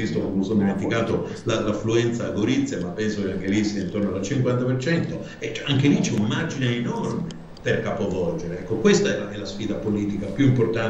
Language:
Italian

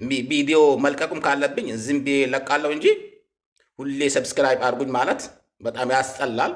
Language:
Amharic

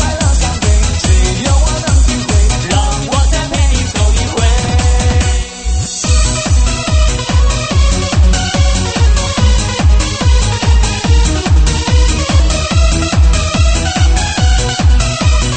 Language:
Chinese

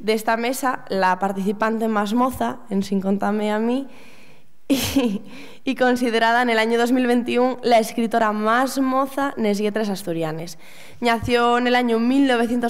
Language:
Asturian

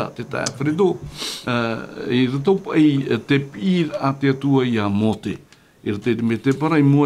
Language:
Tahitian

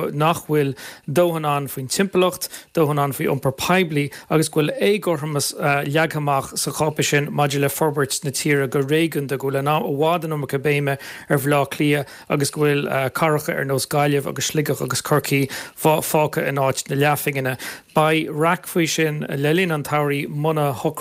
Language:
Irish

